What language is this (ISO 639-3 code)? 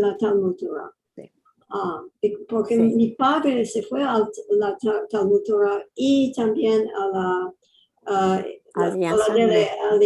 lad